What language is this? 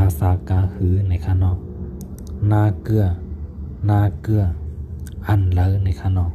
Shan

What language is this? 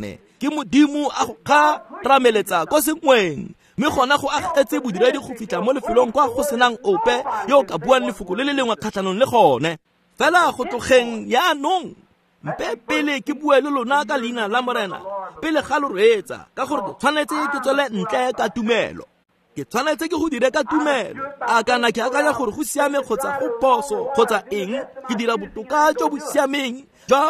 Tswana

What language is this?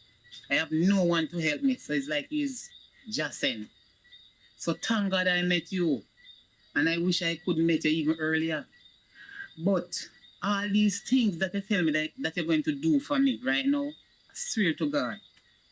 Jamaican Creole English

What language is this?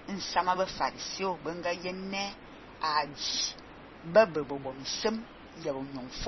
Fang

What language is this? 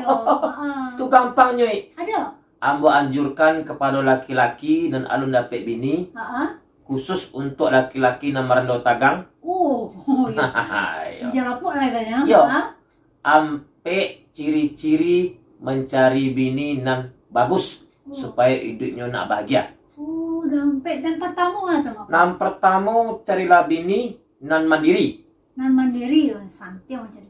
Minangkabau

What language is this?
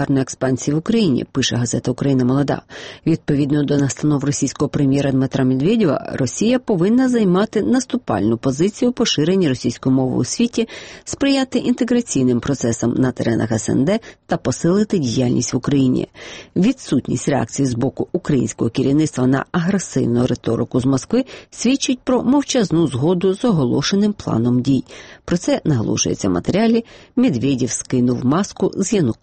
Ukrainian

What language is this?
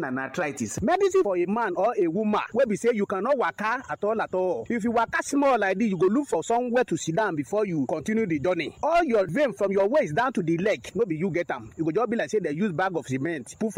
Nigerian Pidgin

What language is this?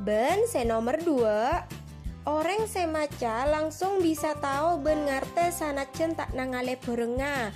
Madurese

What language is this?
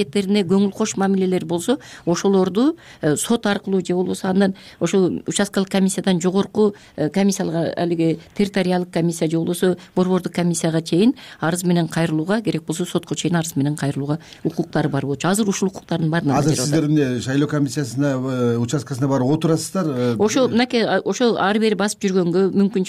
Kyrgyz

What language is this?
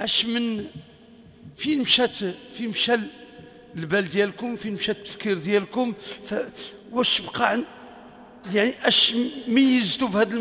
Moroccan Arabic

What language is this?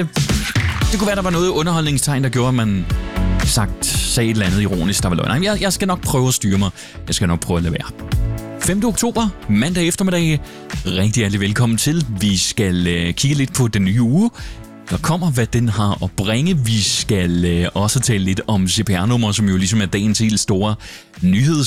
Danish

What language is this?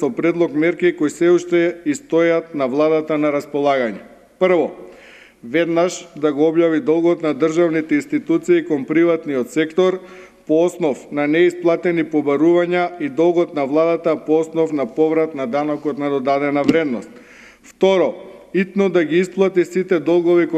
Macedonian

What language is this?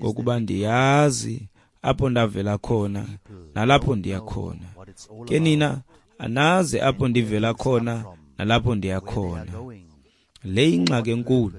Xhosa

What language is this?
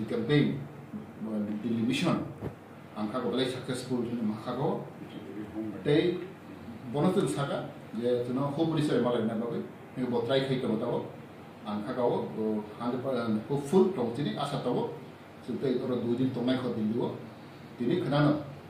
Riang (India)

